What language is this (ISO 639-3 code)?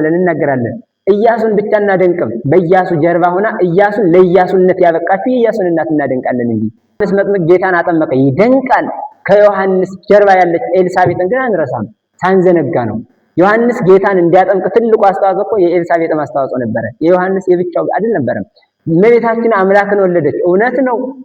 amh